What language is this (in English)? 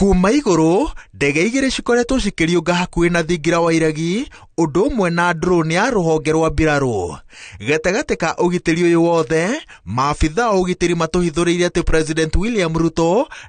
Kikuyu